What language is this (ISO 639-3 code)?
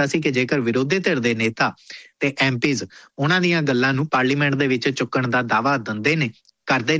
pan